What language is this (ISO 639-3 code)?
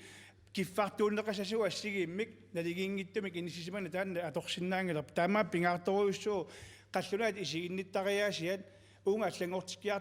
kal